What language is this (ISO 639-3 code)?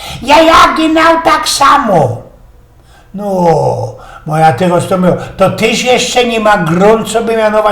szl